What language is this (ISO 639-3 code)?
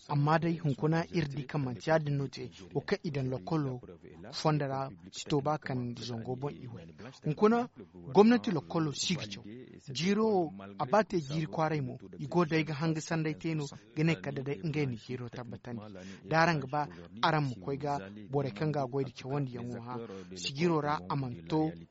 dje